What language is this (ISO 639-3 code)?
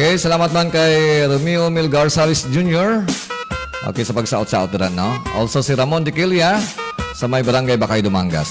hil